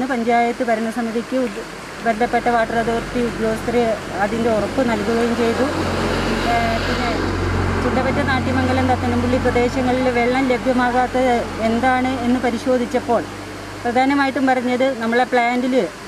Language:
Malayalam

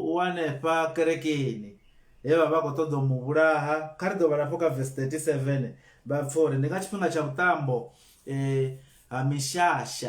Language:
Venda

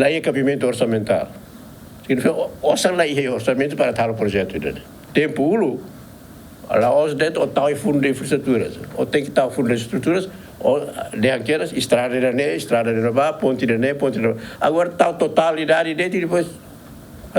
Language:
Tetum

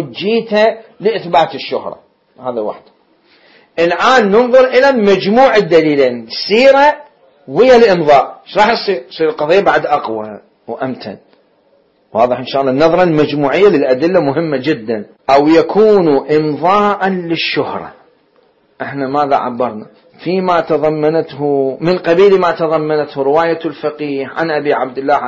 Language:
Mesopotamian Arabic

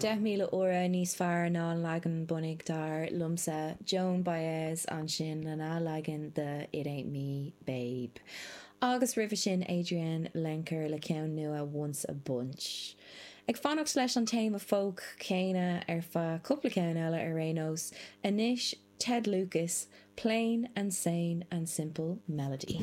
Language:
Irish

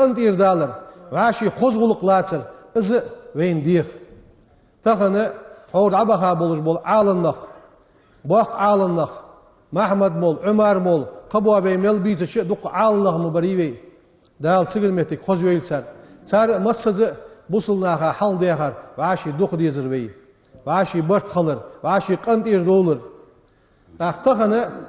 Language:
Ingush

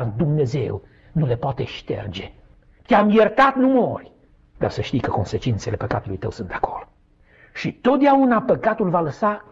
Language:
Romanian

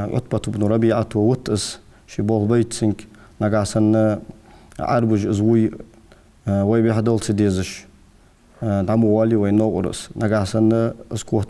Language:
Ingush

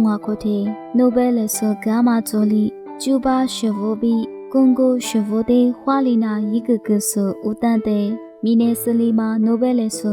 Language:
Lisu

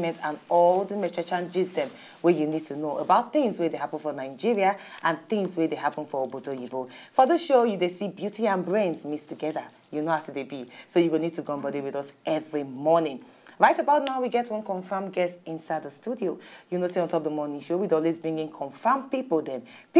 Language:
Nigerian Pidgin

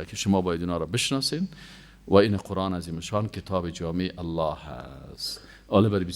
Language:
Persian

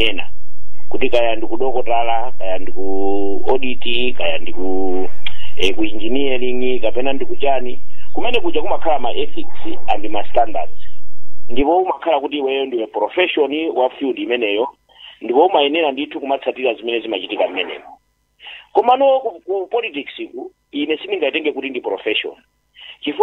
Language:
Nyanja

